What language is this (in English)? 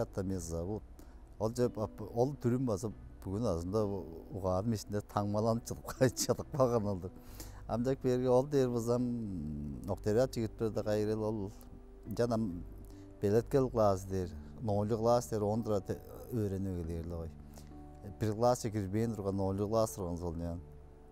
Tuvinian